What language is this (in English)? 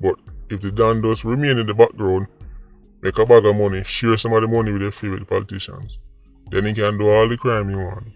Jamaican Creole English